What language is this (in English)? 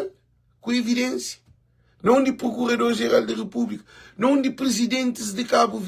Kabuverdianu